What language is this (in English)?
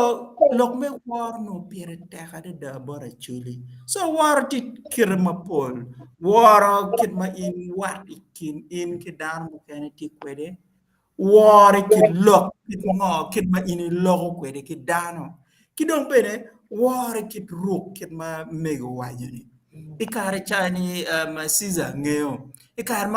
Acoli